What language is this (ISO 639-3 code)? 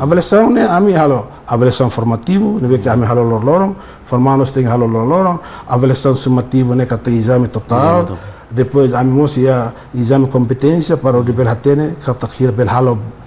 tet